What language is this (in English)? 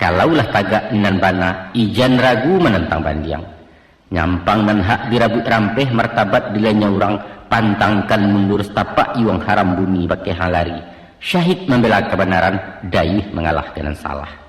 Minangkabau